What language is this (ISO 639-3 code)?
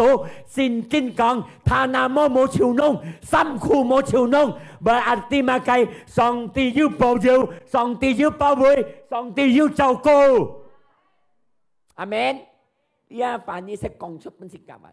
hak